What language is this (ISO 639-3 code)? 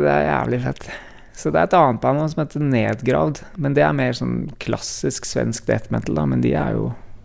nor